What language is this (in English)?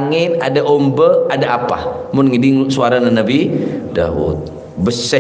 Madurese